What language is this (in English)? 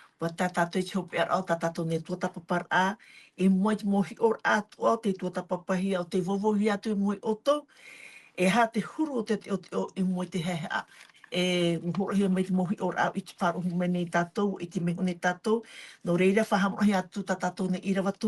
Tahitian